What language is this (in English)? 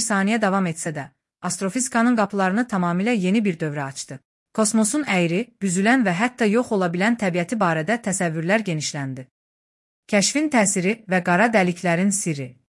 Azerbaijani